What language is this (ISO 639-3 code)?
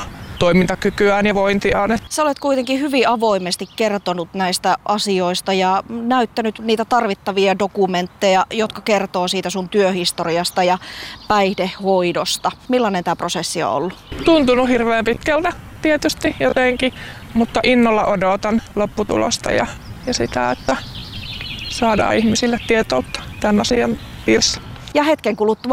fin